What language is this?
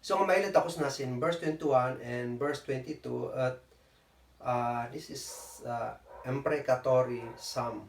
Kankanaey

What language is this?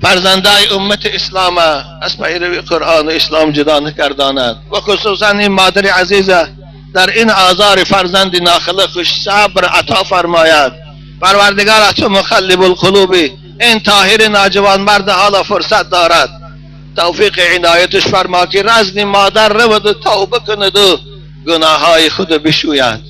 Tajik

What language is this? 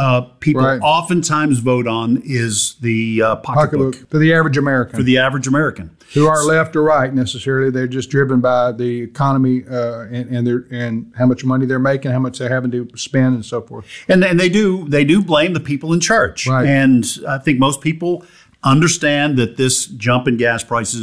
English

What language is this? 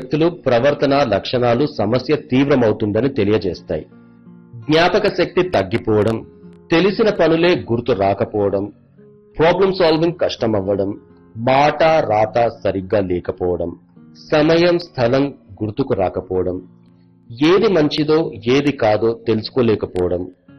Telugu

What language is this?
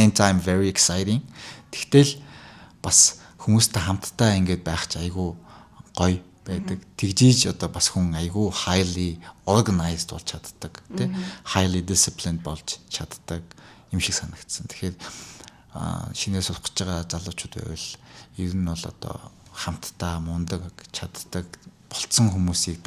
Mongolian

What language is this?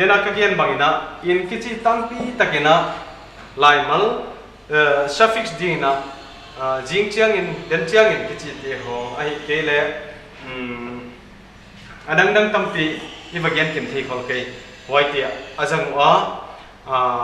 Paite Chin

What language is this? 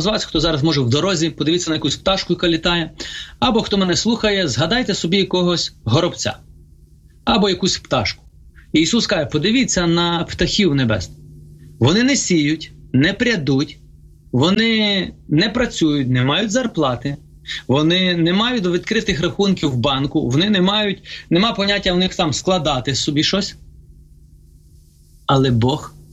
Ukrainian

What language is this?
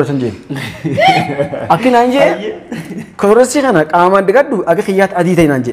Oromo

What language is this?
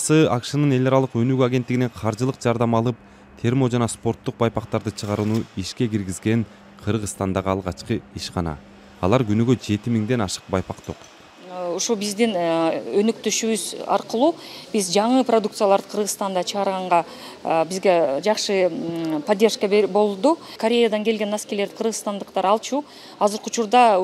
Kyrgyz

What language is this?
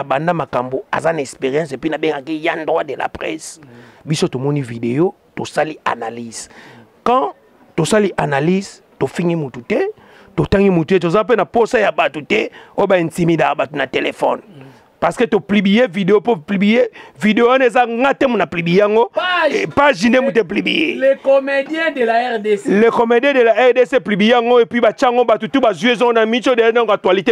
Lingala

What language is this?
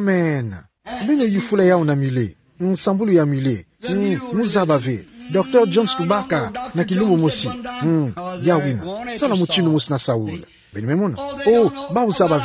Kituba (Democratic Republic of Congo)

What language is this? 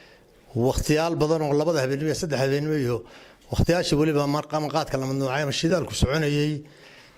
Somali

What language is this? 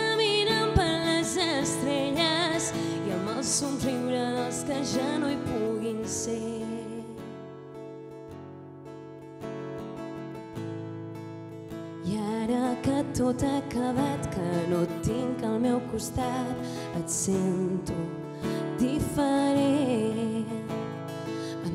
Catalan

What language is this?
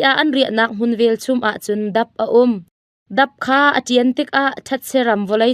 Hakha Chin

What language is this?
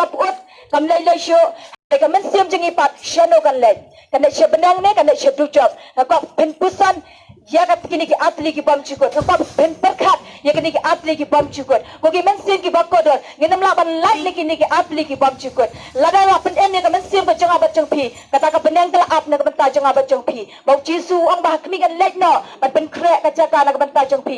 Khasi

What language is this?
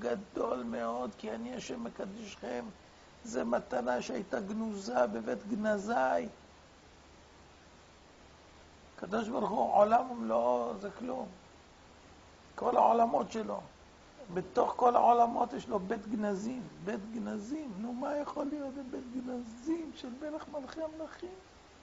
Hebrew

